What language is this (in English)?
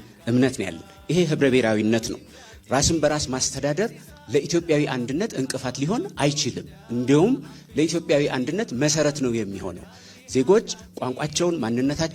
Amharic